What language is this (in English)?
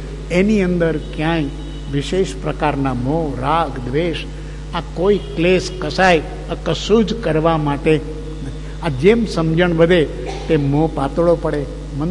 Gujarati